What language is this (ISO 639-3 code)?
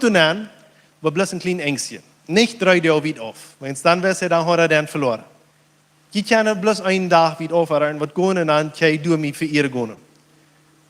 pdt